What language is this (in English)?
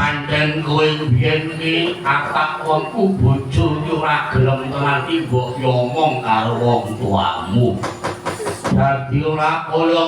Javanese